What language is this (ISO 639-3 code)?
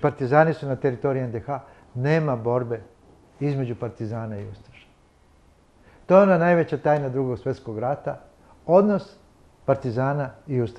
srp